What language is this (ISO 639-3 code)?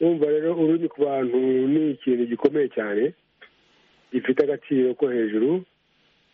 kin